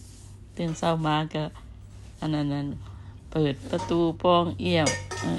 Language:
Lao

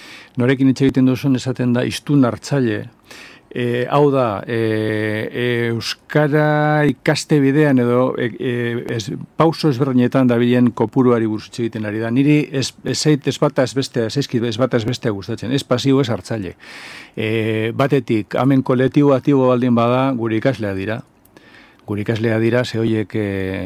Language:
Basque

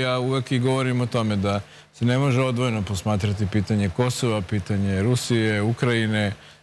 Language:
Serbian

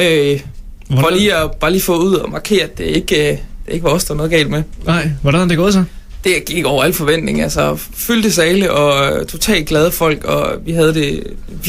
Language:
Danish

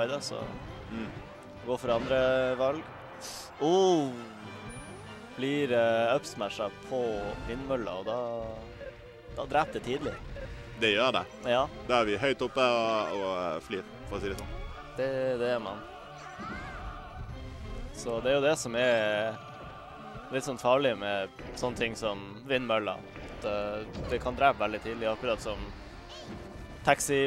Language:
Norwegian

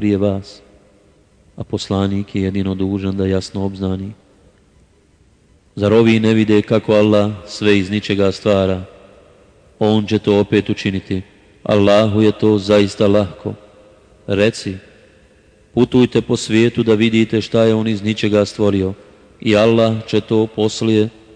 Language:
Bosnian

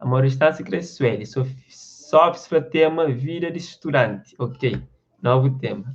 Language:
Kabuverdianu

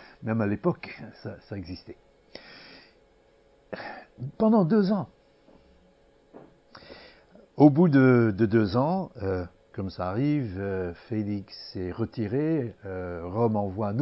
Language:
French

